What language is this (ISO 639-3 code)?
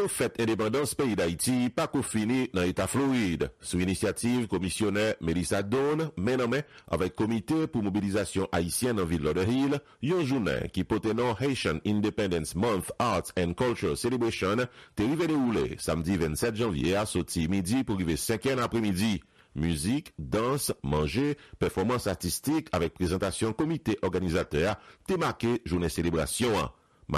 hat